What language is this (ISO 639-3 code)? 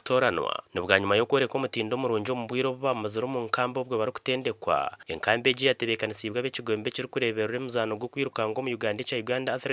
nyn